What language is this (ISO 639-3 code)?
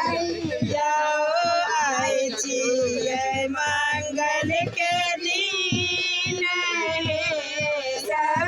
mai